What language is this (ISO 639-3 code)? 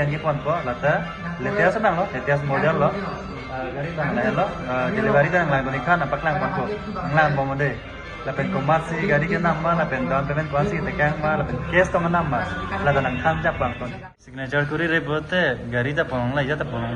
mjw